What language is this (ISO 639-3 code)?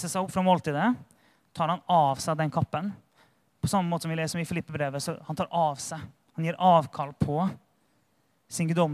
nor